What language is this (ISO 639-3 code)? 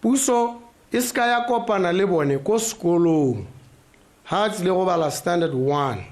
tsn